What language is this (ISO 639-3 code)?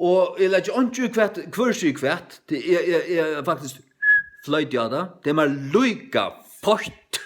fao